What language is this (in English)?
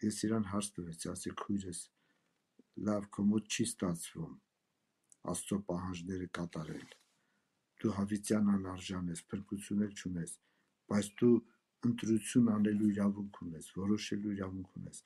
Armenian